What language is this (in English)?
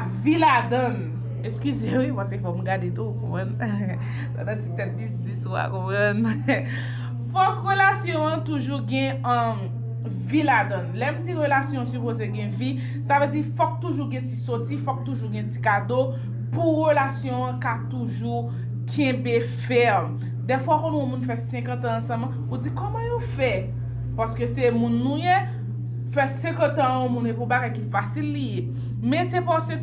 Haitian Creole